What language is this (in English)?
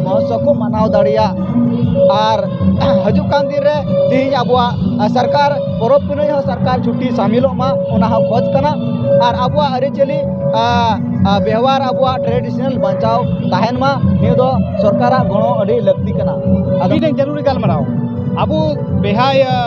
Santali